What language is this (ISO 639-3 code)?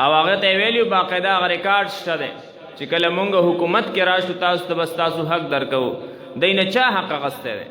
pus